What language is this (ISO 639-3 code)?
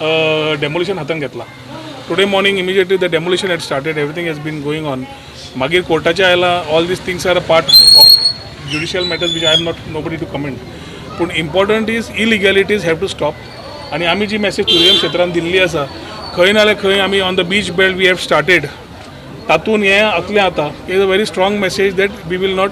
kok